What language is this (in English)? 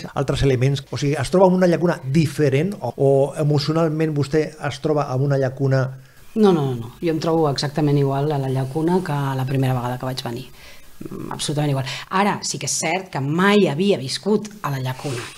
Catalan